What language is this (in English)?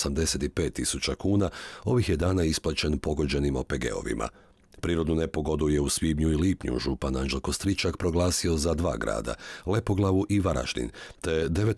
Croatian